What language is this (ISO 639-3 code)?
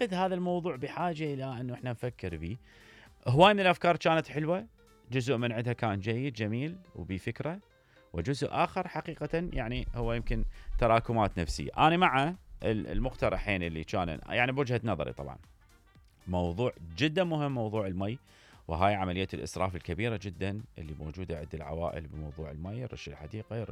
acm